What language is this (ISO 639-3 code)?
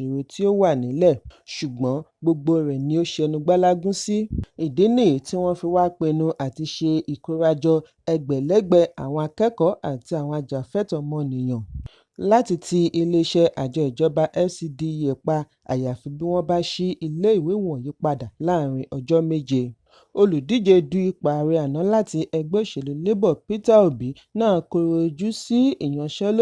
yor